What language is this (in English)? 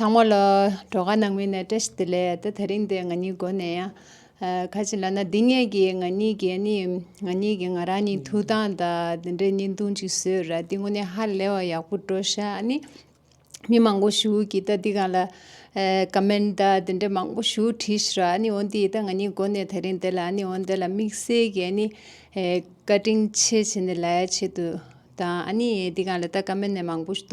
Tibetan